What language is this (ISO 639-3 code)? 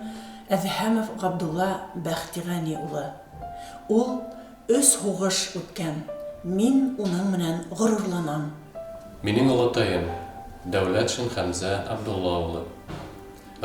bak